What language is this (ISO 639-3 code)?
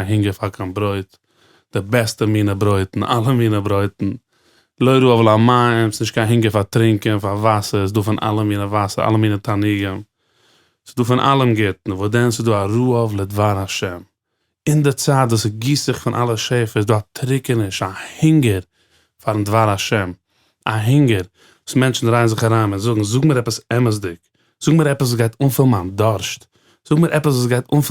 yid